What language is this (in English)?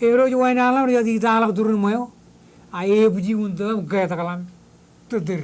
Marshallese